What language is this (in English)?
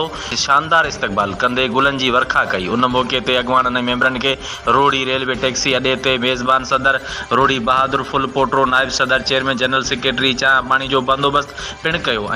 Sindhi